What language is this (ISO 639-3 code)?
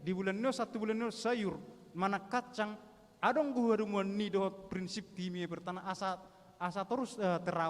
bbc